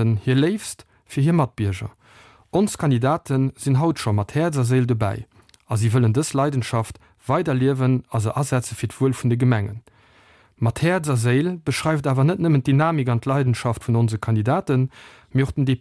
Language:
Luxembourgish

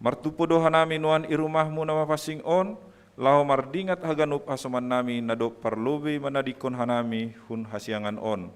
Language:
Batak Simalungun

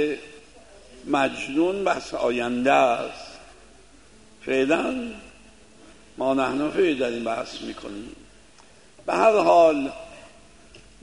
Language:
Persian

